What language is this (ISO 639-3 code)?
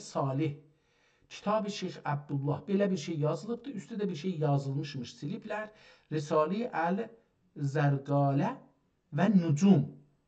azb